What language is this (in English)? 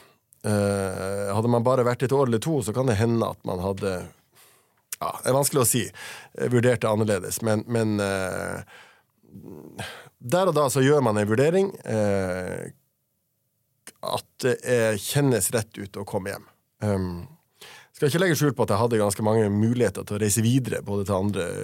Norwegian